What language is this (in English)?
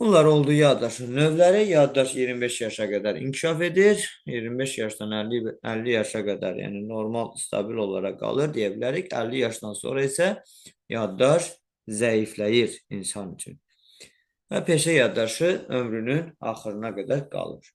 Azerbaijani